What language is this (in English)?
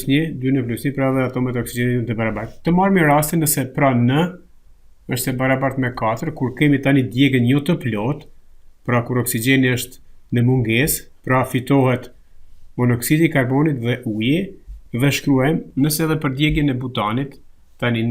Albanian